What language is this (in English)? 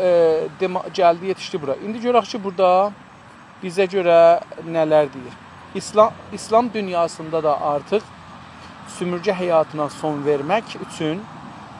South Azerbaijani